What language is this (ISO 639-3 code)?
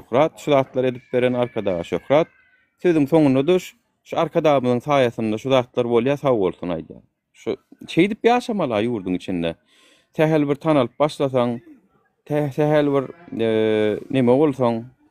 tuk